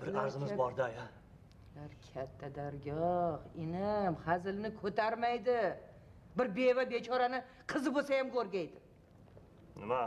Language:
Uzbek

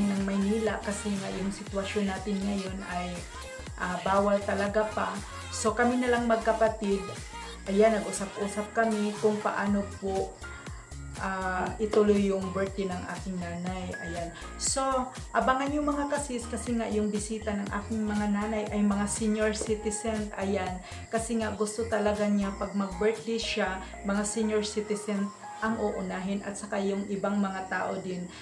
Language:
Filipino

